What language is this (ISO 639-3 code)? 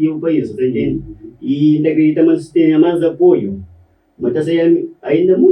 kea